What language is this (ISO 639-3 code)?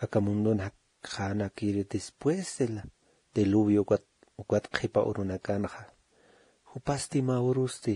aym